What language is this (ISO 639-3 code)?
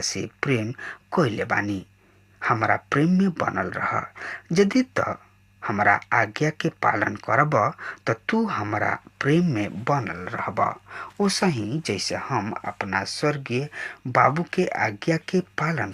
bho